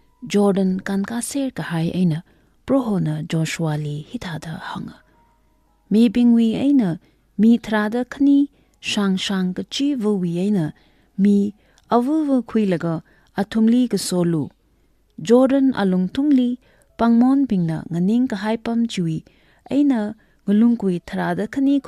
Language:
Tangkhul Naga (India)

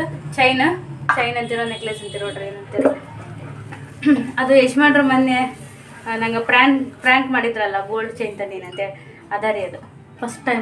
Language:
Kannada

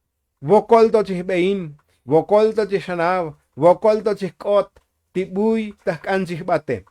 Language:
Tzotzil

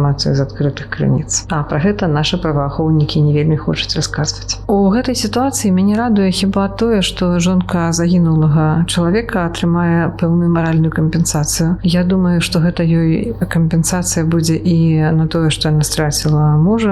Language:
Belarusian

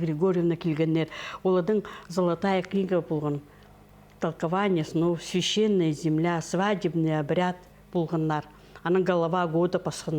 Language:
Khakas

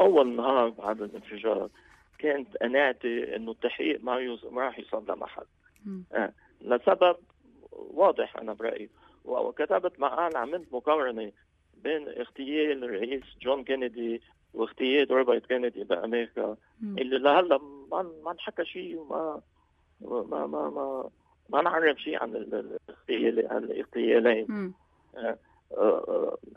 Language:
North Levantine Arabic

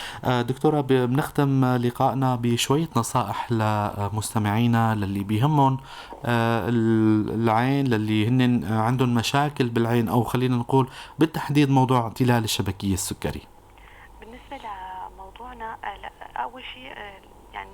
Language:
North Levantine Arabic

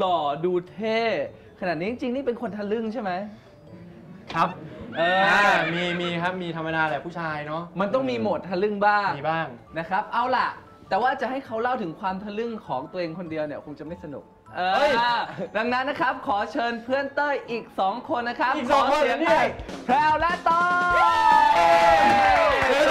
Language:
Thai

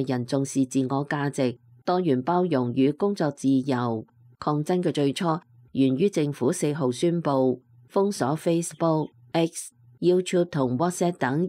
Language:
Cantonese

